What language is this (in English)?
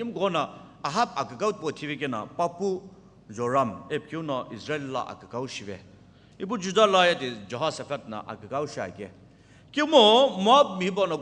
Sumi Naga